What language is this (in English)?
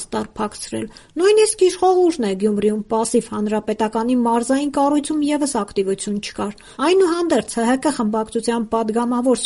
Armenian